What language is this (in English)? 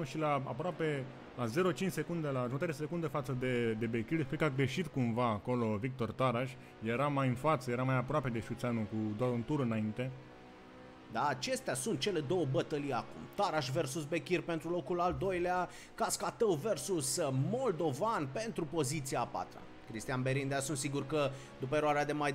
Romanian